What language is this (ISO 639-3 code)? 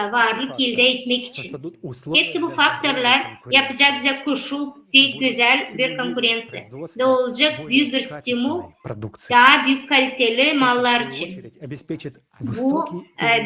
gag